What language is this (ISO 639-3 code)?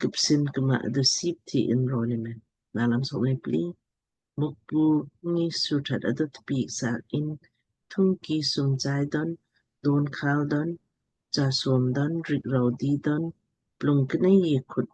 lmk